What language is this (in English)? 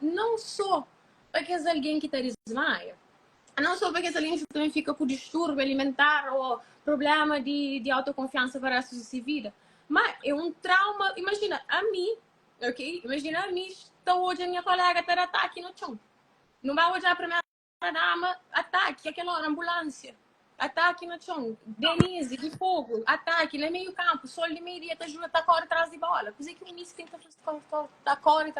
Kabuverdianu